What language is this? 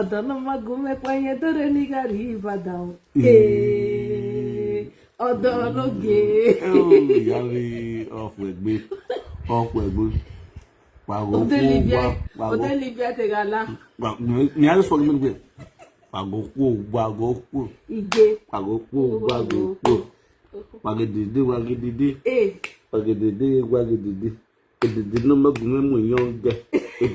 Nigerian Pidgin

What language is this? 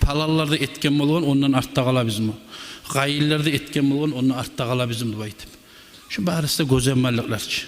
Kumyk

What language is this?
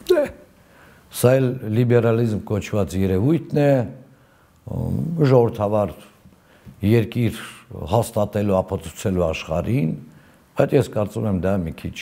Armenian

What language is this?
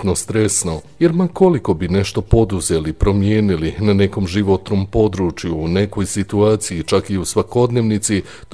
Croatian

